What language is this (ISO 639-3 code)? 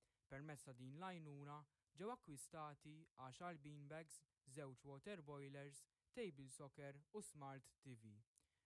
mlt